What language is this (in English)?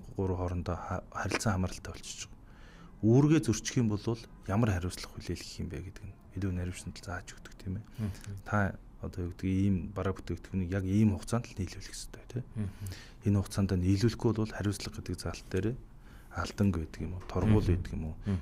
Mongolian